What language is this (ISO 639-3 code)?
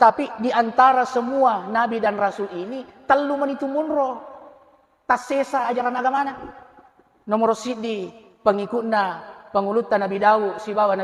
bug